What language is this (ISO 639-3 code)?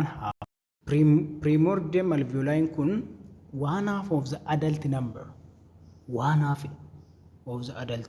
orm